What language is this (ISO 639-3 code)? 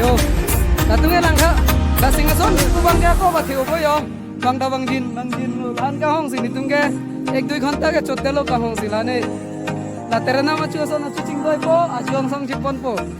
mjw